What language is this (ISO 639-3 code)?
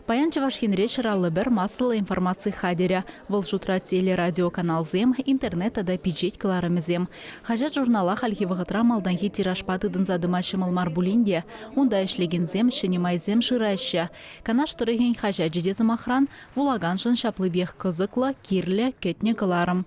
chv